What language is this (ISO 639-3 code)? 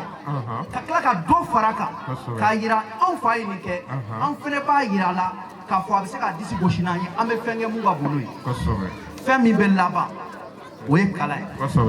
bam